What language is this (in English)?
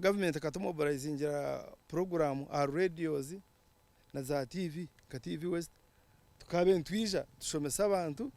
Nyankole